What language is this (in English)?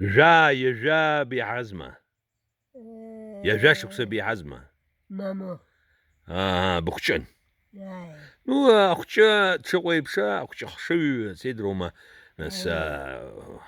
Abkhazian